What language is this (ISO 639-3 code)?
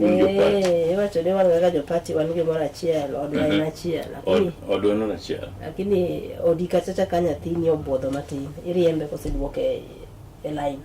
luo